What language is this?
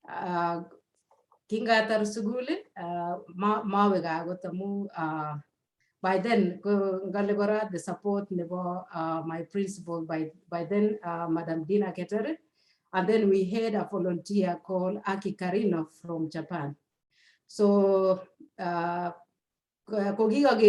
Kalenjin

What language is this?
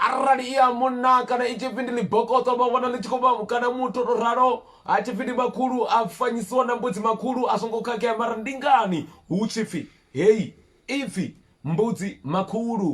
Venda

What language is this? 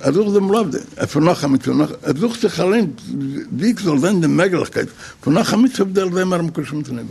Yiddish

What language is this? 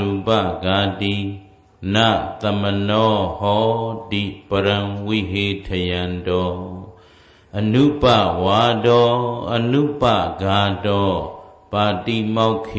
Burmese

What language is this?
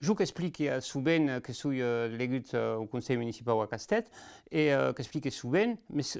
Occitan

